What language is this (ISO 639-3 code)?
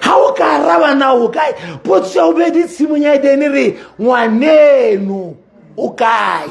sot